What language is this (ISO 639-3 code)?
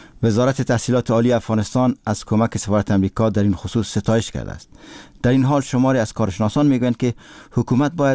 fas